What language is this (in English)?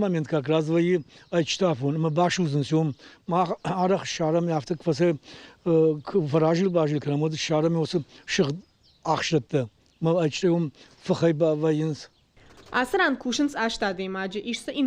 Ossetic